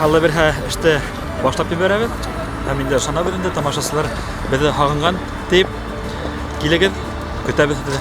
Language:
Bashkir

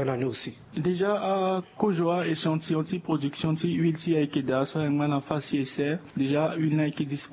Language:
Sango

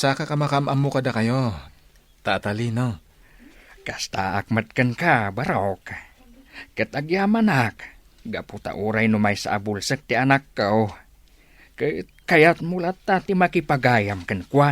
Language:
Iloko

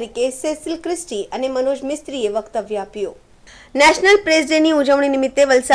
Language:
Gujarati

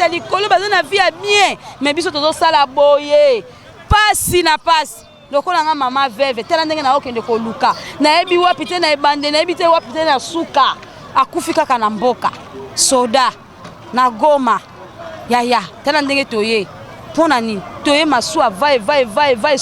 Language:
Lingala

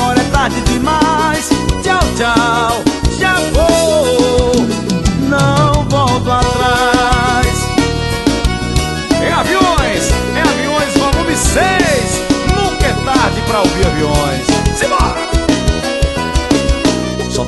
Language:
Portuguese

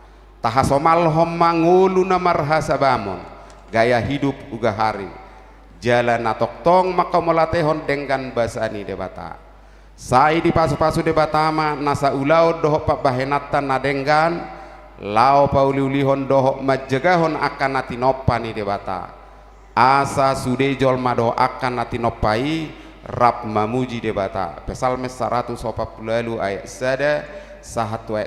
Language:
Batak Toba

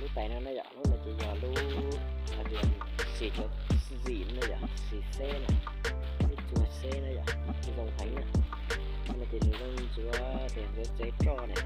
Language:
Hmong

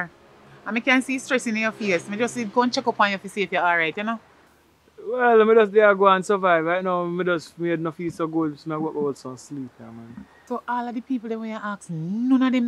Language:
Jamaican Creole English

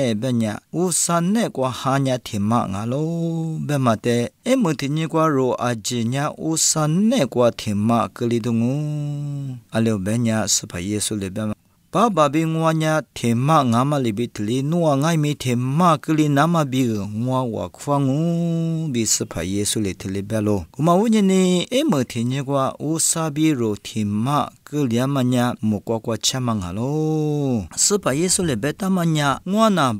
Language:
Lisu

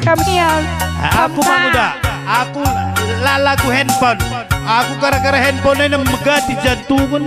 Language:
Batak Karo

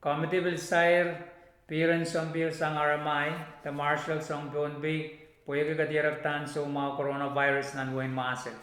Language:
Pohnpeian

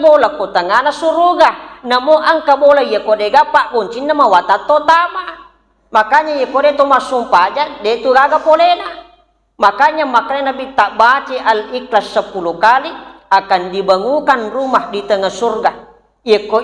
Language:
Buginese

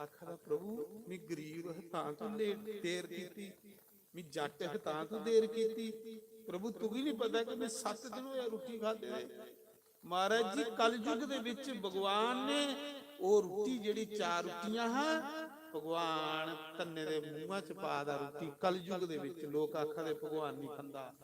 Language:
Dogri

